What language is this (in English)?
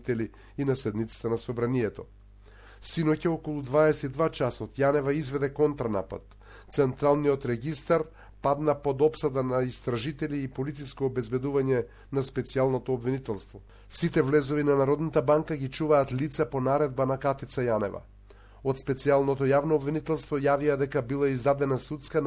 Macedonian